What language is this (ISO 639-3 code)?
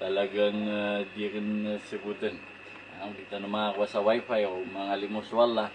mrw